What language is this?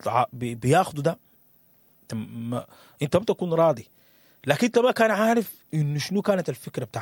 Sudanese Arabic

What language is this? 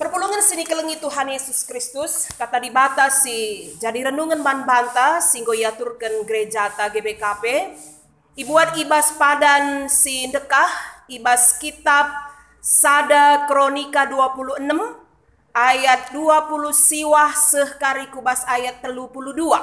Batak Karo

